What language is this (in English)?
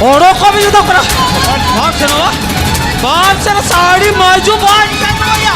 Santali